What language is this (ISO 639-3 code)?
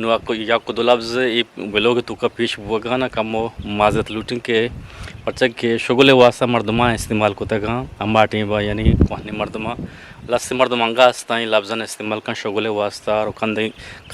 bgp